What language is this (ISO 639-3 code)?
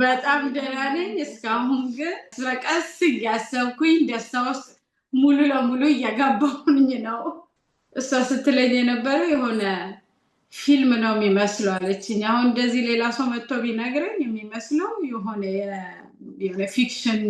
amh